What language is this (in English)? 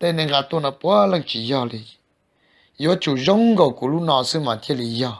Hmong